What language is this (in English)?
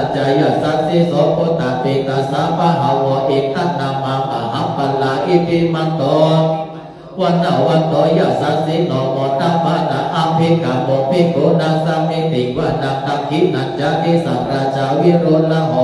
Pali